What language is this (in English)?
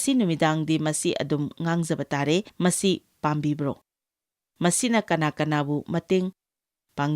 Manipuri